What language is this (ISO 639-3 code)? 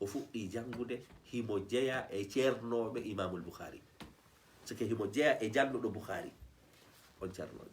ful